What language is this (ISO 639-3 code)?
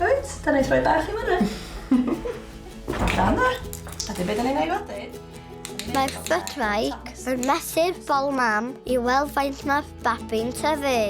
cym